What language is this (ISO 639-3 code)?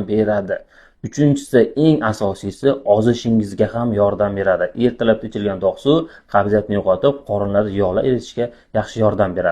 uzb